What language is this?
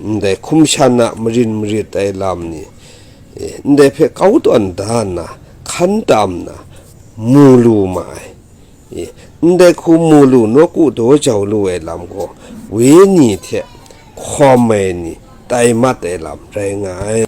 Kachin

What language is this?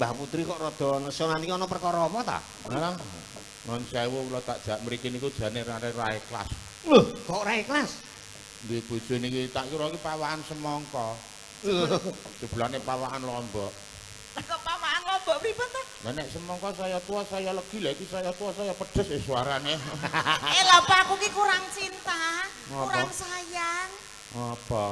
Javanese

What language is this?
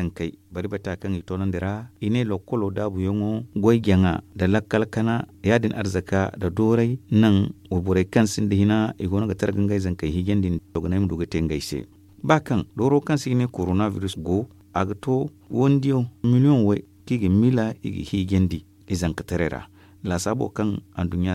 Zarma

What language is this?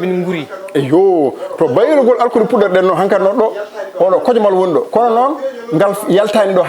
Fula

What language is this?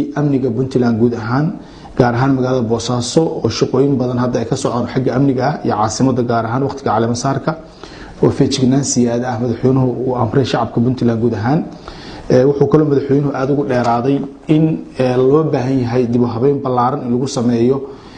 Somali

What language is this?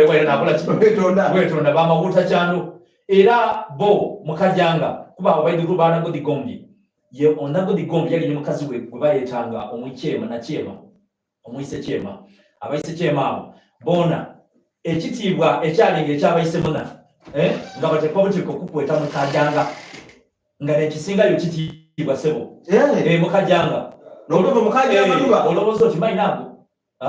Soga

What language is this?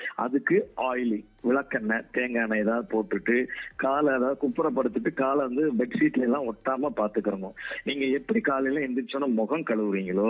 Tamil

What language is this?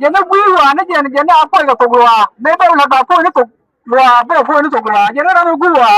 Nuer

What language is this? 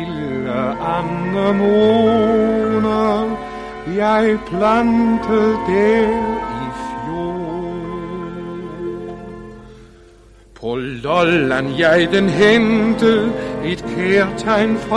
Danish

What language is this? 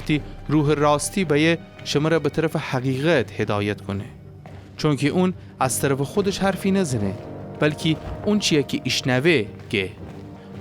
Gilaki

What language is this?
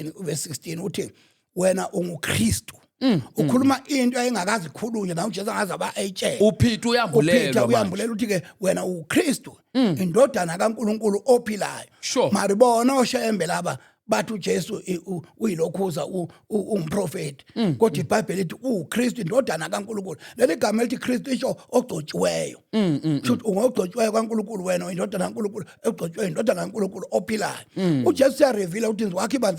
Zulu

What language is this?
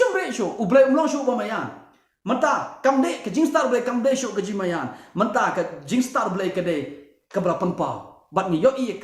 Khasi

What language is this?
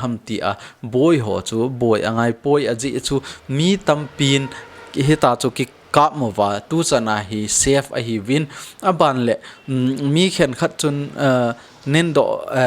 Thado Chin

